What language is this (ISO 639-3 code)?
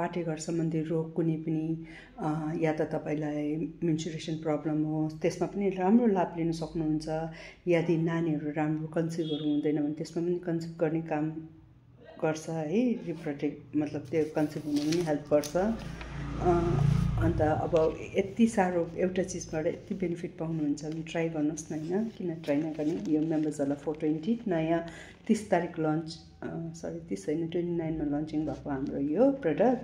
nep